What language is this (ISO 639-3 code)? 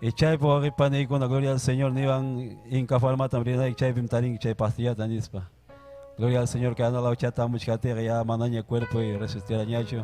quy